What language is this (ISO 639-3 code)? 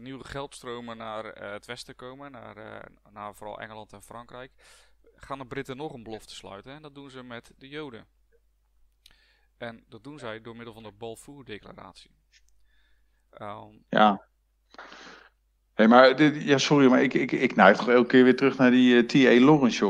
nld